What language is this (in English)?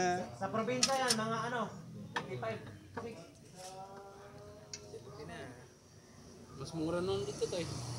Filipino